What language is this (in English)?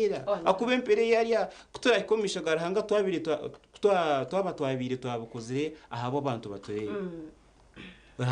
Nyankole